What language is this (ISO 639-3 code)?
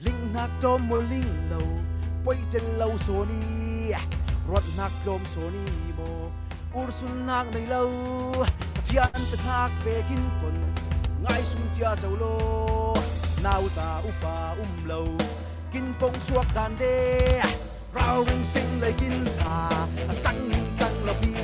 cfm